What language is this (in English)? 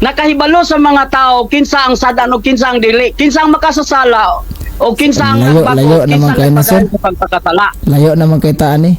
Cebuano